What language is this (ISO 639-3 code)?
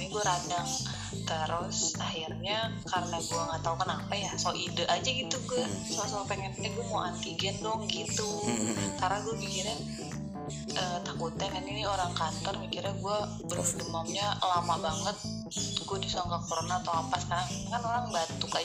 ind